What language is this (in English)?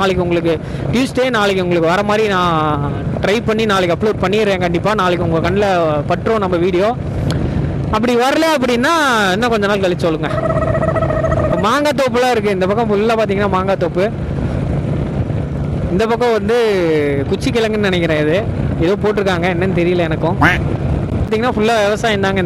Tamil